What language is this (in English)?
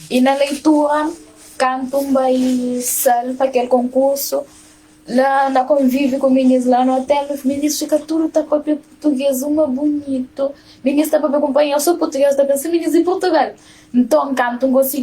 Kabuverdianu